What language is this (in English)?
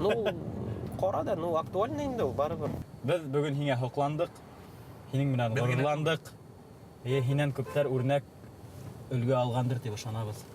Bashkir